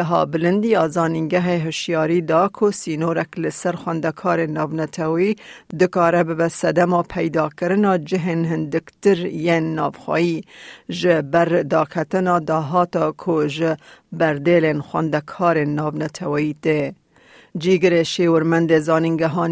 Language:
Kurdish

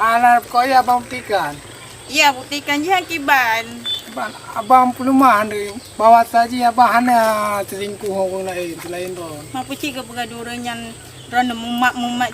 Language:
Achinese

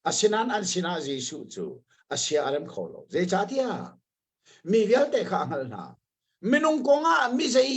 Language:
Hakha Chin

